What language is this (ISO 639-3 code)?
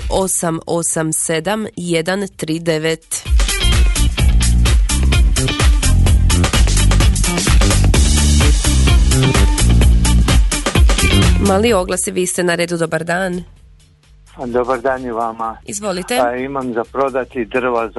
hrv